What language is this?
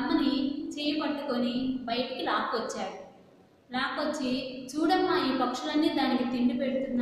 Telugu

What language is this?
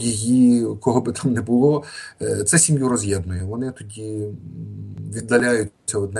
Ukrainian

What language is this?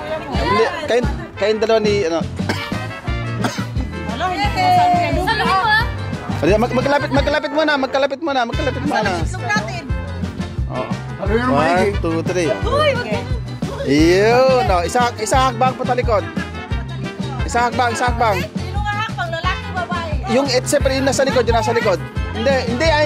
Filipino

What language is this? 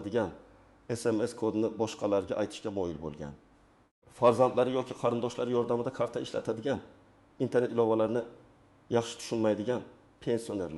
Uzbek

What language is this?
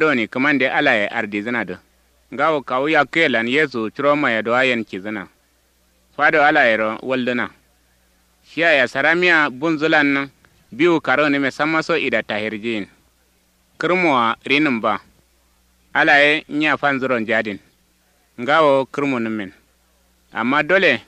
Kanuri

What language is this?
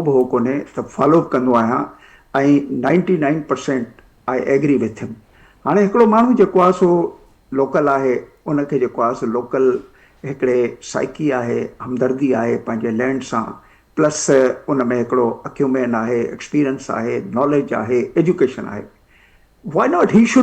Sindhi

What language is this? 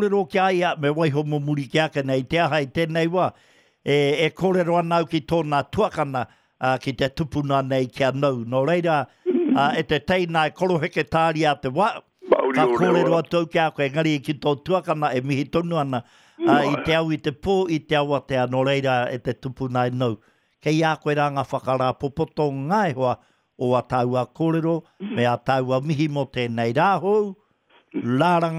Māori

